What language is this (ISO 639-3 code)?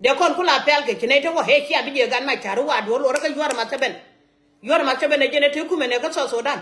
nus